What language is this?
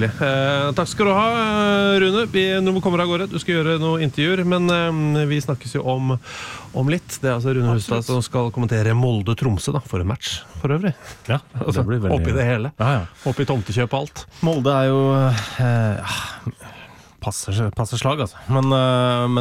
Norwegian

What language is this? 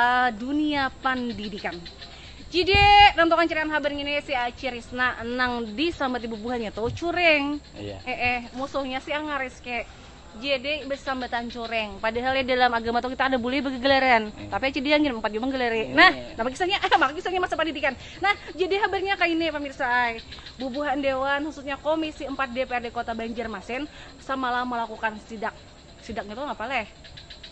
Banjar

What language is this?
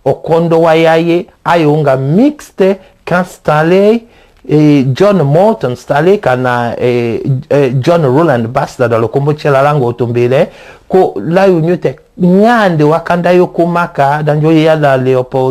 Tetela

